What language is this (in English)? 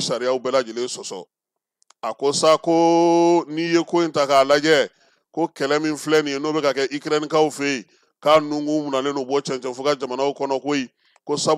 Bambara